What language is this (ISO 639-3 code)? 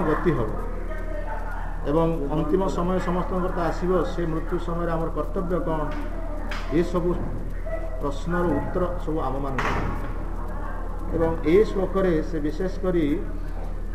ori